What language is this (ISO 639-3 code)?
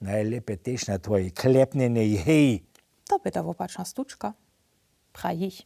hsb